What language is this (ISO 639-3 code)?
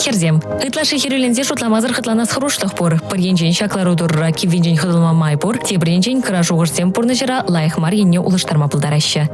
chv